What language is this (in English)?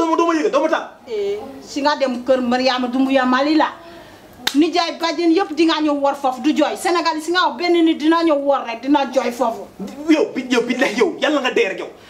Wolof